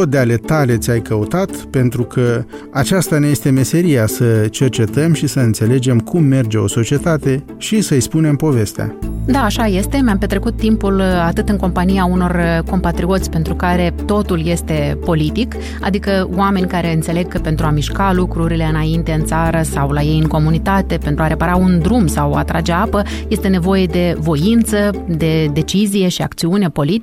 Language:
Romanian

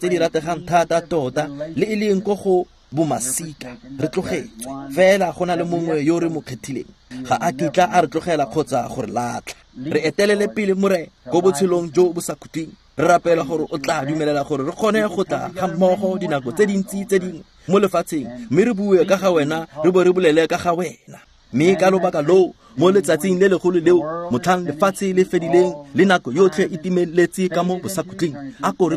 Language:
Tswana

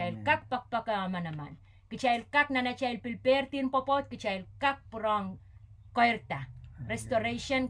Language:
Pohnpeian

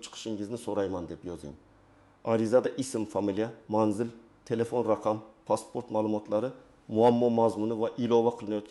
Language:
Uzbek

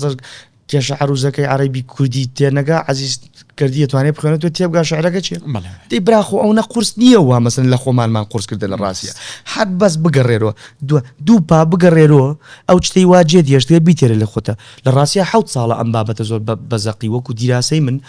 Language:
Central Kurdish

